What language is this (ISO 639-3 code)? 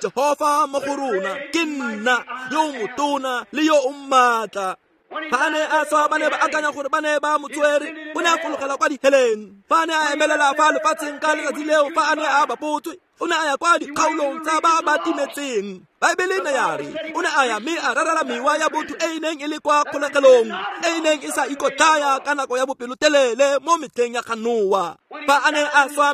tsn